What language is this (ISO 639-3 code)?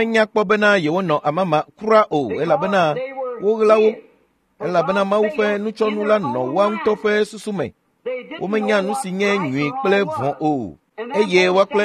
ewe